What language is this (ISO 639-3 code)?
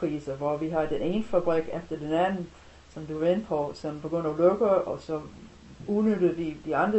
dan